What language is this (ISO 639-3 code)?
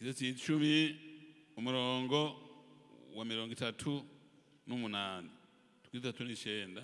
run